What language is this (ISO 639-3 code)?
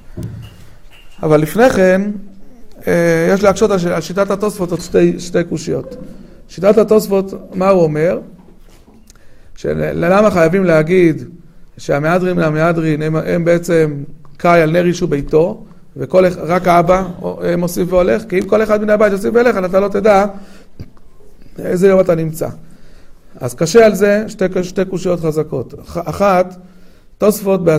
heb